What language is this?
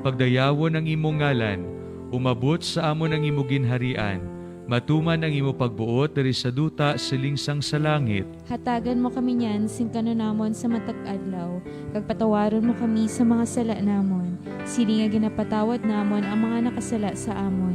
Hiligaynon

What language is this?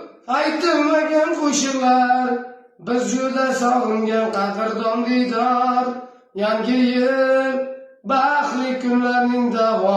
Uzbek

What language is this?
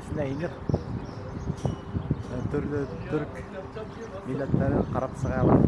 Bashkir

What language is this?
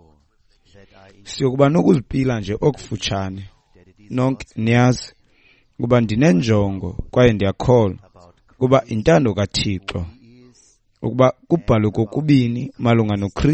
Xhosa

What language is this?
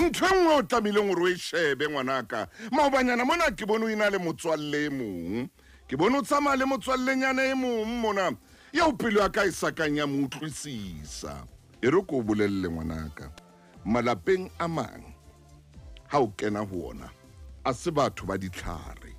Southern Sotho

